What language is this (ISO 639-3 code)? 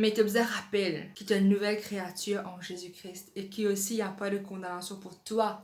mfe